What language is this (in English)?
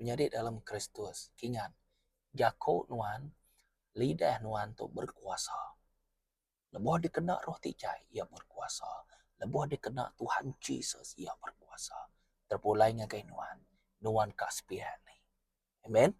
Iban